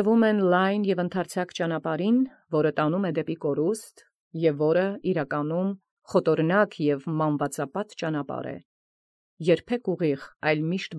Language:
Armenian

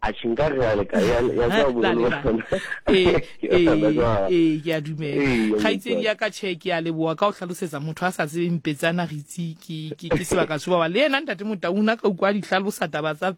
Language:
Southern Sotho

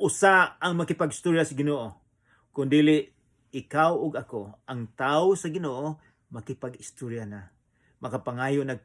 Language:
Cebuano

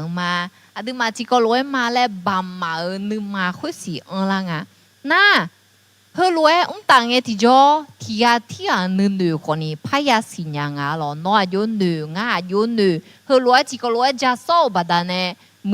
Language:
Akha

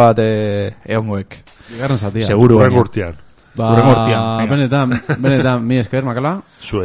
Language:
Basque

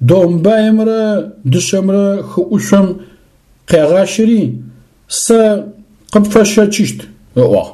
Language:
Adyghe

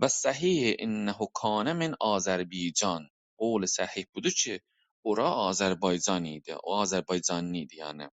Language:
South Azerbaijani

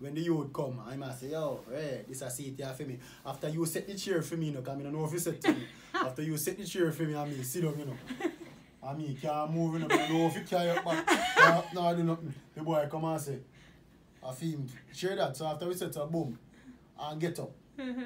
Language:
Jamaican Creole English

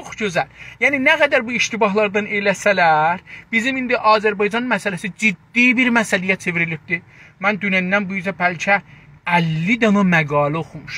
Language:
South Azerbaijani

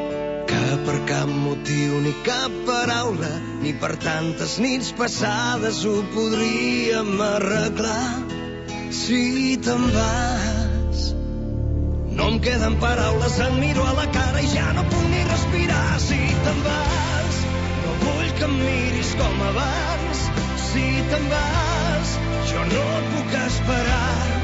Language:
Catalan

